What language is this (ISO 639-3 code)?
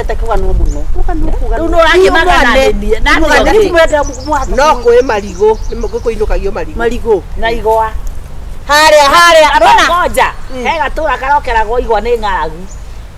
kik